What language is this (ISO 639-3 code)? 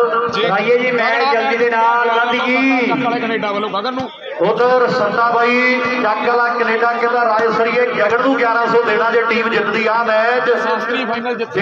pan